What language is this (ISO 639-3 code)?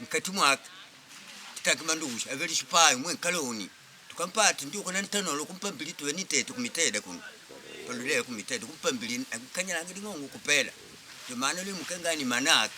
kde